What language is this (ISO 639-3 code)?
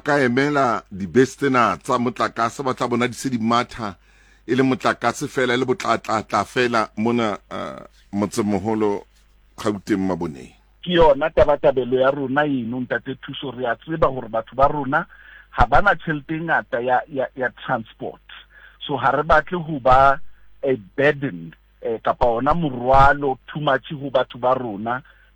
sot